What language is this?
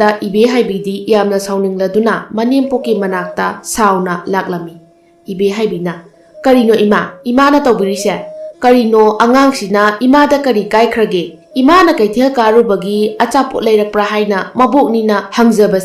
Manipuri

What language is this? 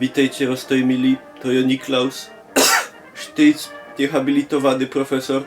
Silesian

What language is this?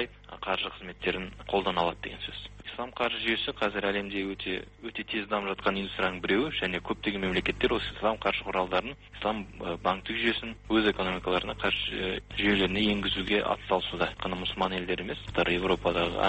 Kazakh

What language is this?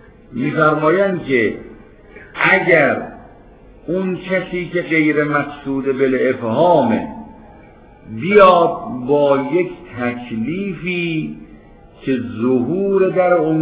Persian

